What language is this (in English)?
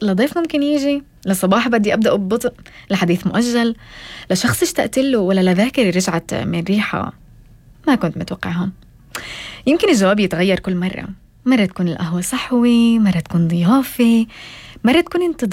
North Levantine Arabic